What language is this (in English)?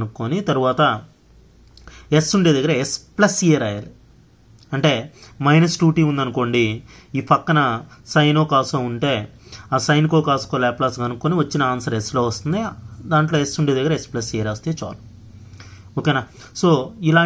Telugu